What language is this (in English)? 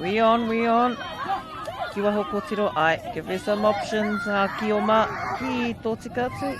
Māori